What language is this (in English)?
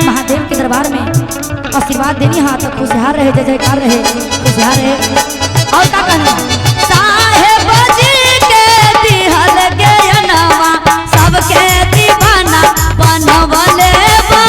Magahi